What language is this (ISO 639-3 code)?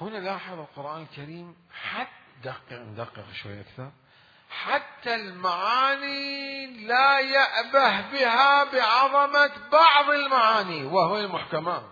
acm